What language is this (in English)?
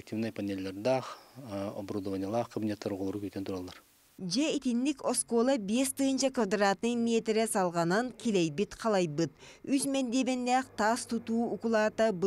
Yakut